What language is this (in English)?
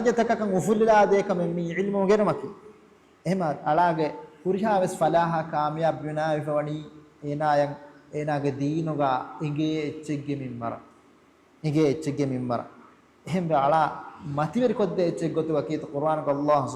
Divehi